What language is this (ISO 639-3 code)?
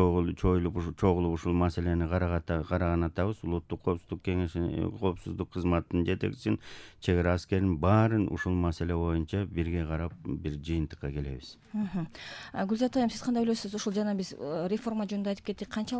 kir